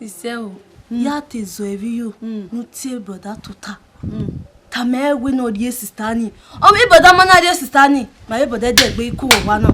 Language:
Bini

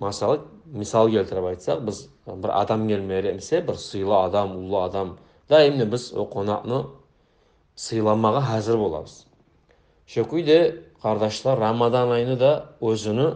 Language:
Kumyk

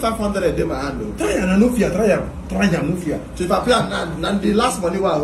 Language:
Nigerian Pidgin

